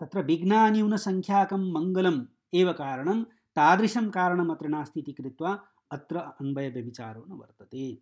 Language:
Sanskrit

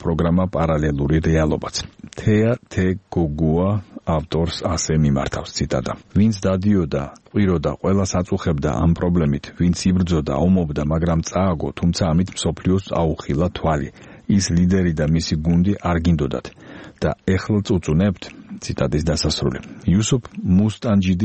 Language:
Georgian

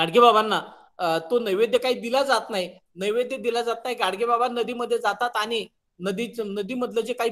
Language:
Marathi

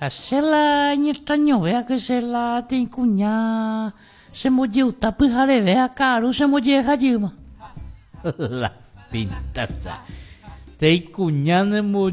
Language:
Guarani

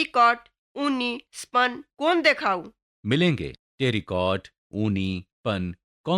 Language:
Maithili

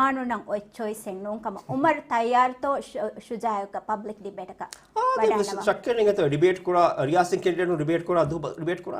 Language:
Divehi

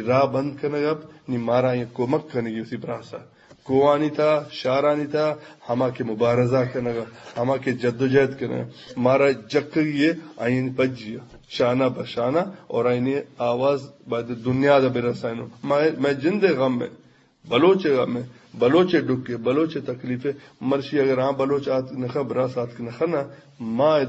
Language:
Eastern Balochi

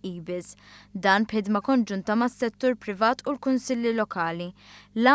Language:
Maltese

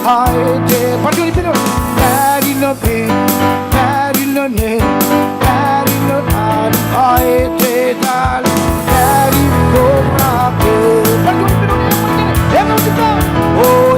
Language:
Marshallese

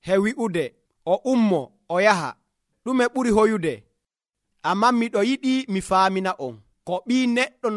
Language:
Nigerian Fulfulde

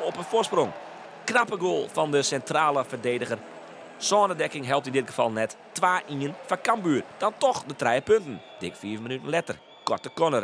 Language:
Western Frisian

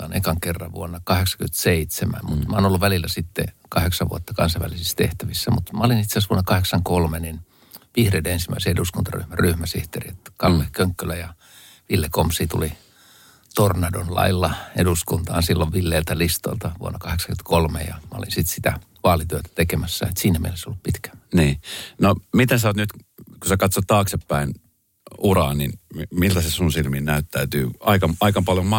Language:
Finnish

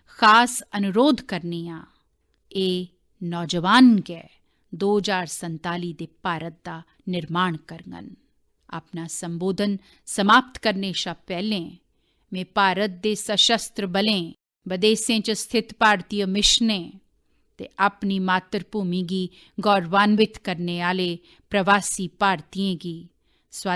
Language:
Dogri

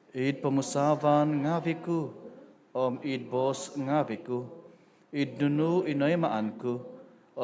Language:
Central Dusun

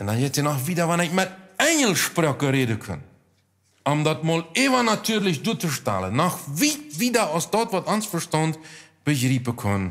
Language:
Plautdietsch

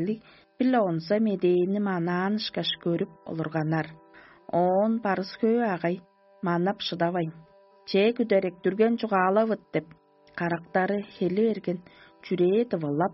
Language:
Tuvinian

